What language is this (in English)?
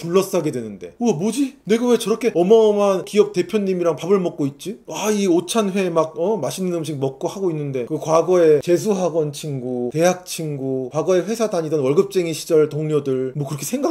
Korean